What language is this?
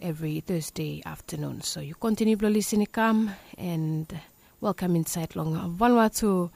Bislama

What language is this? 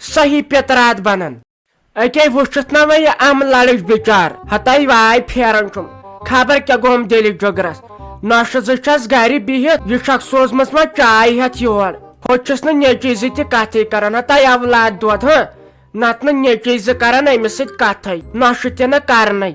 Kashmiri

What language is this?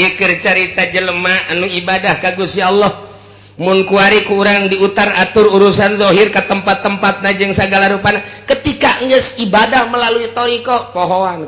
Sundanese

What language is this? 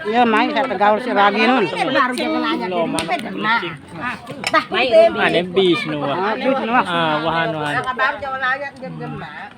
Sasak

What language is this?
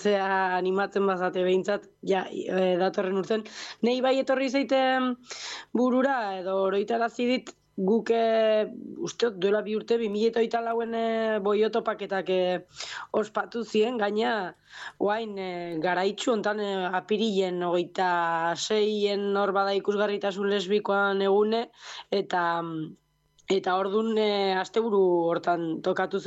Basque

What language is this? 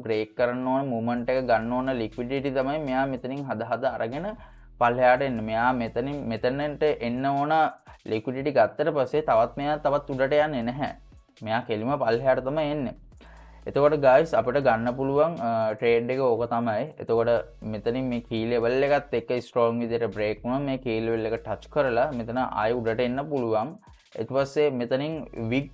Sinhala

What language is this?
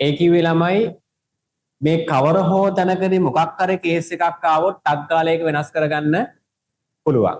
Sinhala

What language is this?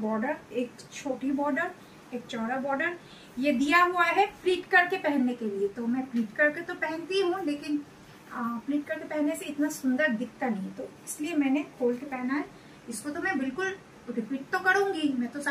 Hindi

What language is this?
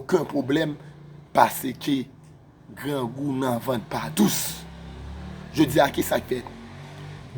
Haitian Creole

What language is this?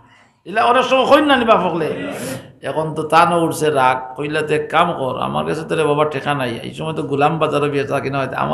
Sylheti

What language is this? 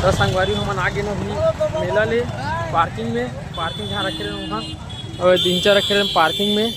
Chhattisgarhi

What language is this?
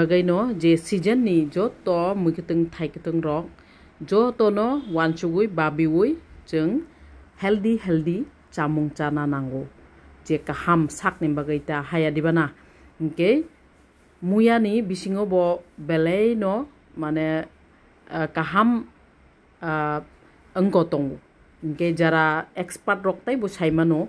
Kok Borok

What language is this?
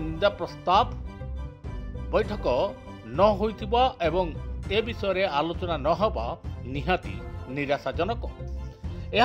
Odia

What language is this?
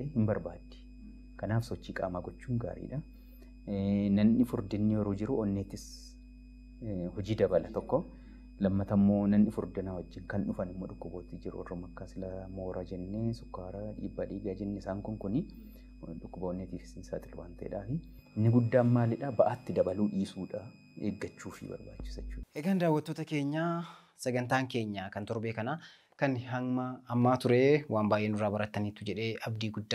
Oromo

